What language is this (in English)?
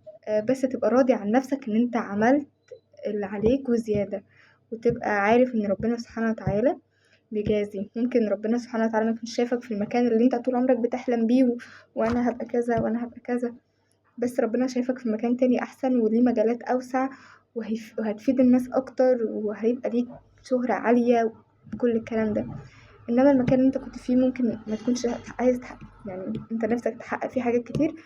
Egyptian Arabic